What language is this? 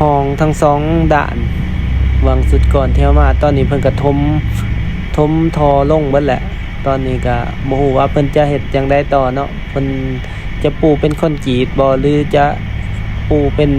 Lao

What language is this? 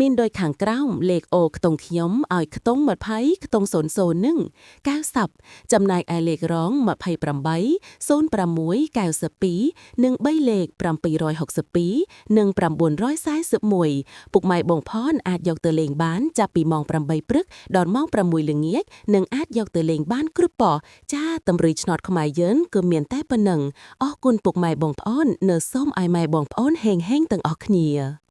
Khmer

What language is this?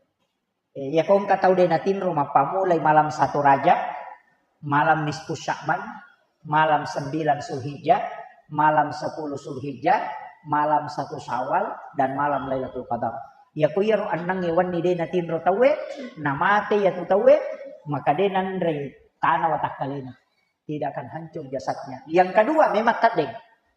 Buginese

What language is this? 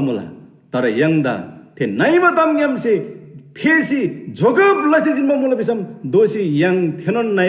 Eastern Tamang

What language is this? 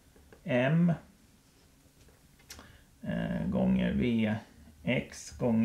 Swedish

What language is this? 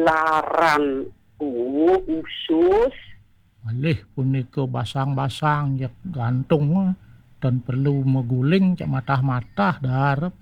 Balinese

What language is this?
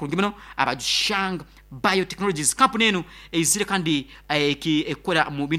Nyankole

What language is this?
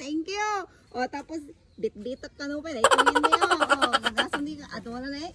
Iloko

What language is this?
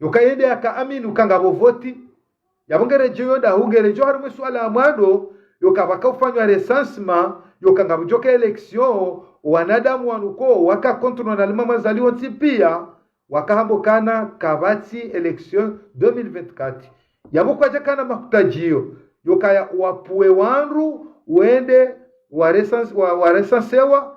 Ngazidja Comorian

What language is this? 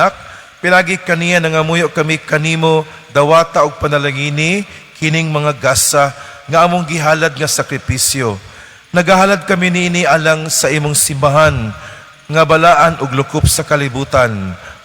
Cebuano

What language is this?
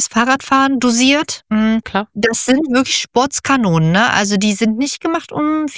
German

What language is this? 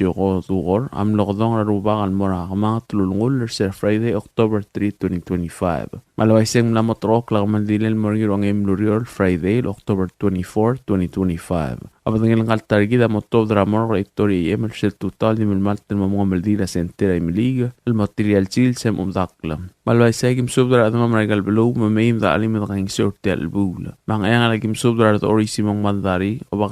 Palauan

